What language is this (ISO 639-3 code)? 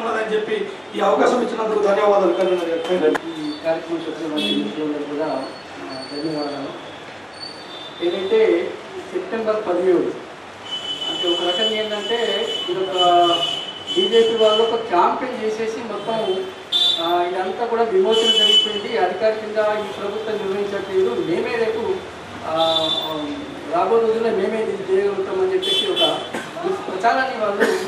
tel